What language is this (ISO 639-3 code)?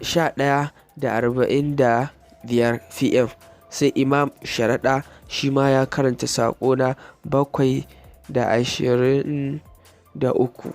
hau